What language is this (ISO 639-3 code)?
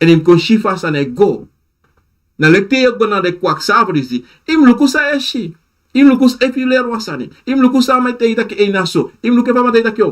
srn